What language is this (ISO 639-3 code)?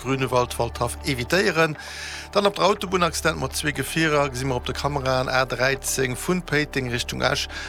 ltz